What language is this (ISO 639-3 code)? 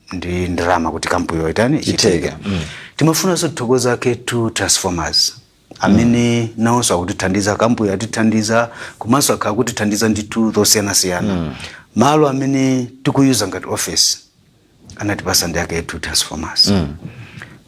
nya